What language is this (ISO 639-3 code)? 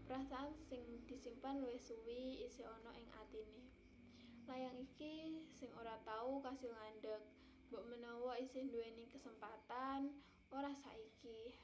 jav